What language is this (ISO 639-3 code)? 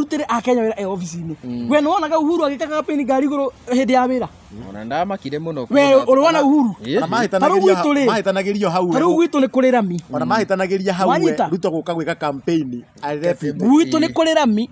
kik